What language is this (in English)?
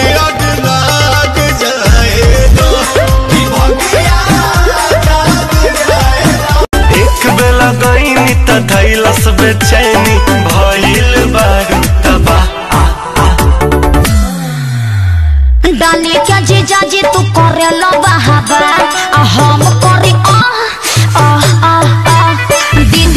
Bhojpuri